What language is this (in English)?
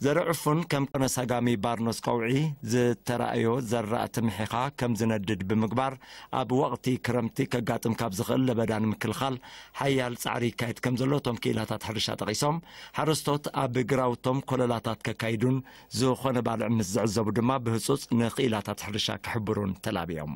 Tigrinya